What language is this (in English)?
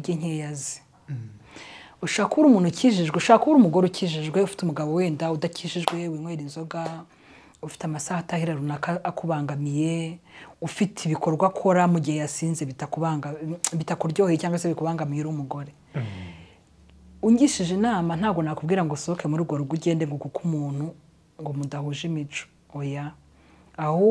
Kinyarwanda